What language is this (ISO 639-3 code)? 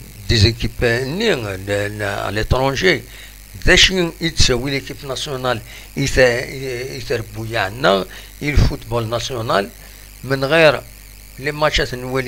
kab